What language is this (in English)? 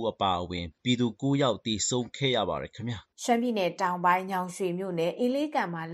Burmese